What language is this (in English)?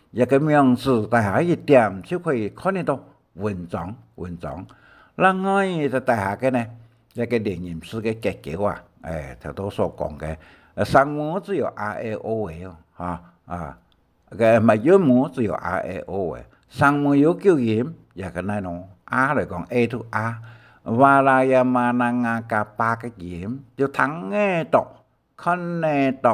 Hakka Chinese